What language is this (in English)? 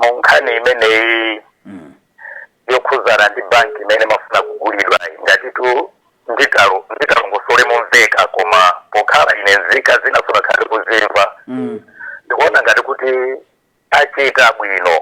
Nyanja